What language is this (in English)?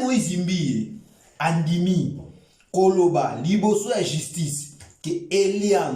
Lingala